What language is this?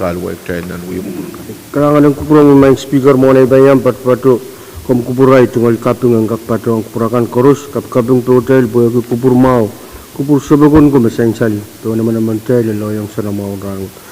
Pohnpeian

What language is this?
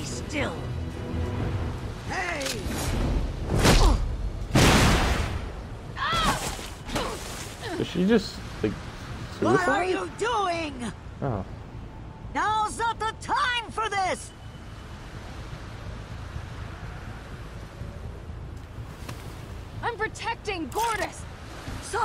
English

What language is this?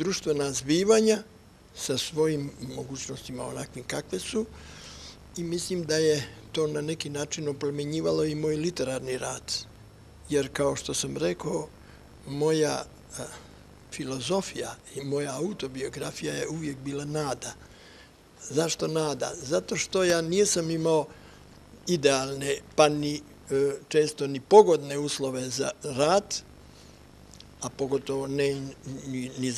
Bosnian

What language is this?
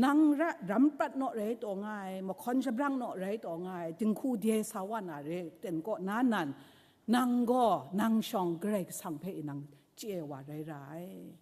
Kachin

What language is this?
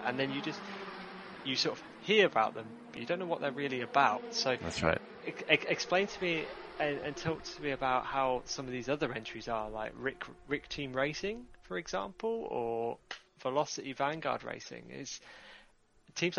English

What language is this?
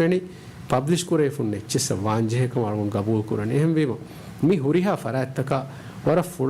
Divehi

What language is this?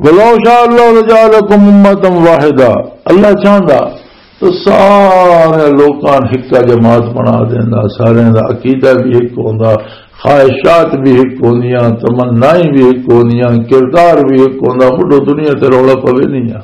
Western Panjabi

